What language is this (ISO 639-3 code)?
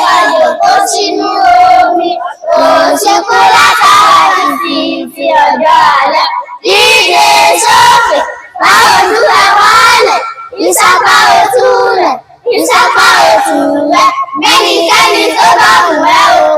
yor